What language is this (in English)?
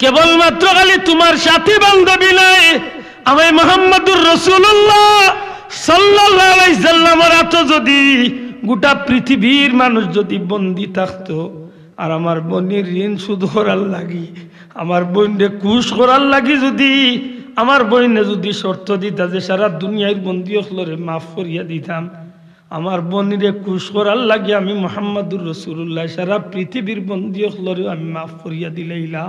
Sylheti